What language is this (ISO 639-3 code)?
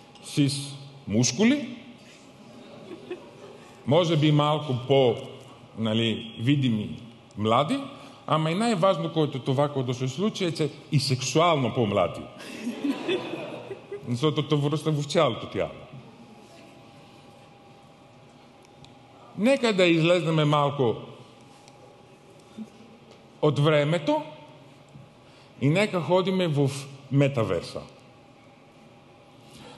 bul